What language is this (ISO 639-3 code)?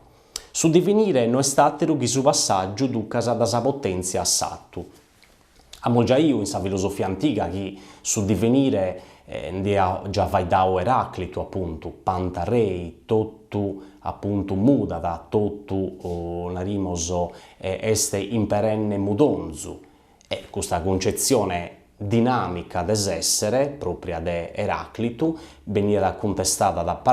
srd